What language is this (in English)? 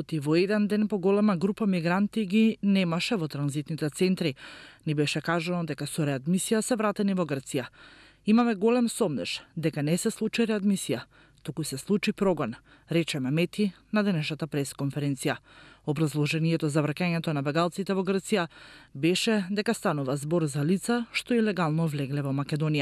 Macedonian